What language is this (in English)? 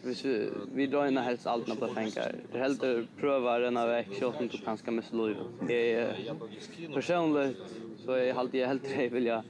Faroese